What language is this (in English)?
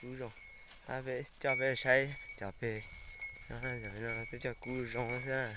Hmong